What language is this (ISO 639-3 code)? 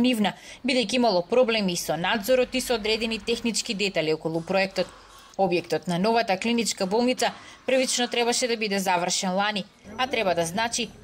mkd